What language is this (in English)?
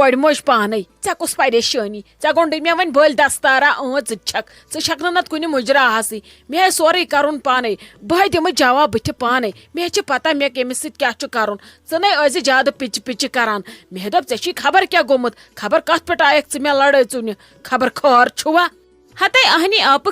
Kashmiri